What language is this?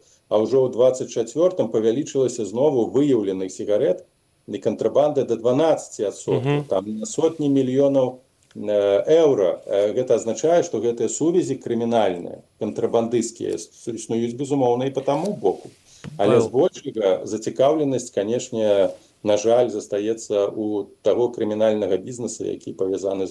Belarusian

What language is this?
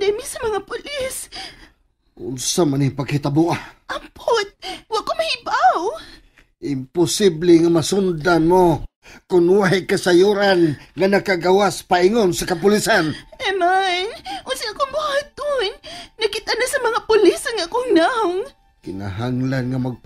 Cebuano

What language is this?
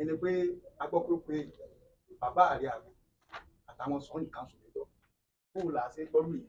Yoruba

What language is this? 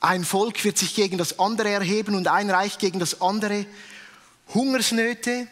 Swiss German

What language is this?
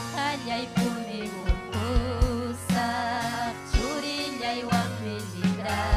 Ayacucho Quechua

